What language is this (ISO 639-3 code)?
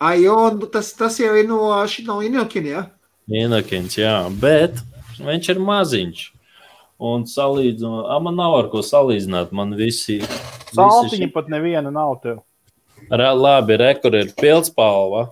lav